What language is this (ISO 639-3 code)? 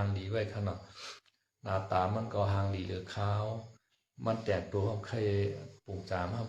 shn